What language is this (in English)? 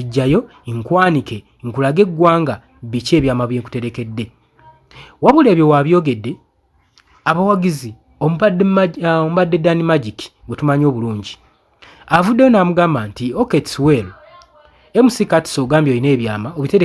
Ganda